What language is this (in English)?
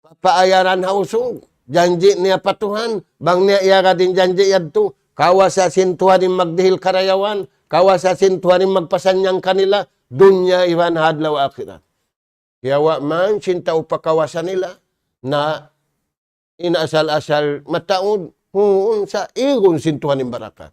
Tausug